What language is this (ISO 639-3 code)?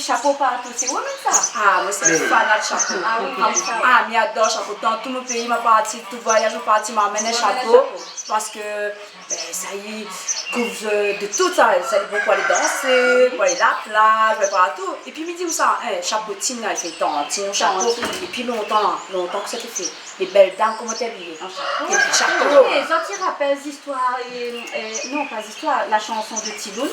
rcf